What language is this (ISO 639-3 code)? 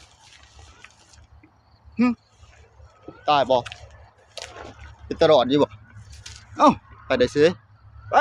tts